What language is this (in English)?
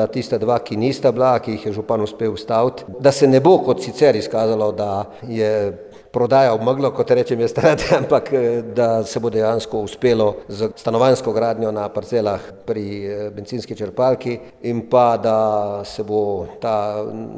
Slovenian